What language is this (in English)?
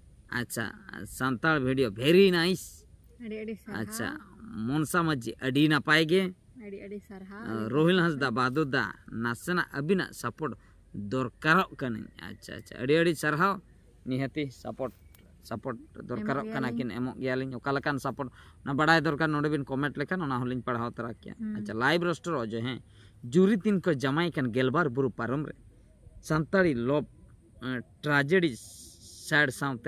Santali